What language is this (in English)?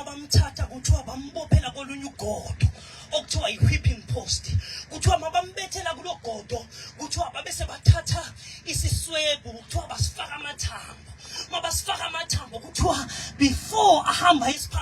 Zulu